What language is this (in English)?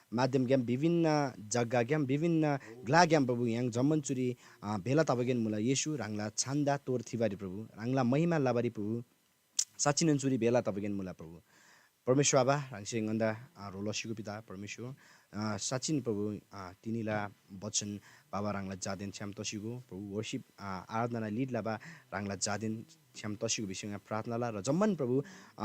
Eastern Tamang